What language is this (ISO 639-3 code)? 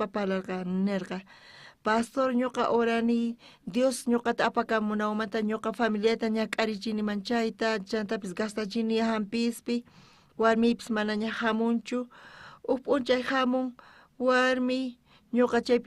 quh